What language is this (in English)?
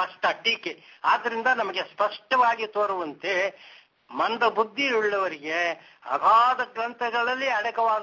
Kannada